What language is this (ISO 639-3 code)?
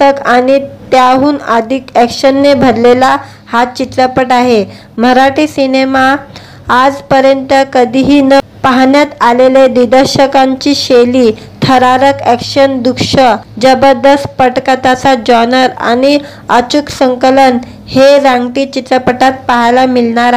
mar